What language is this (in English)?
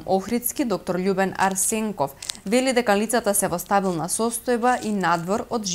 Macedonian